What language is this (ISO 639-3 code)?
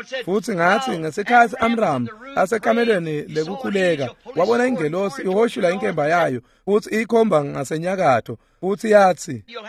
ssw